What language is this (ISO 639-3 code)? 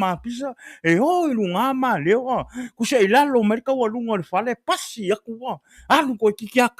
smo